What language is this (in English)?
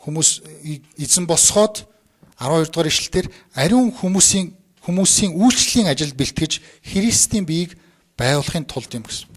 Mongolian